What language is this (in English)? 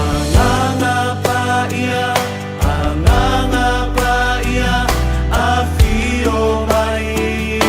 Samoan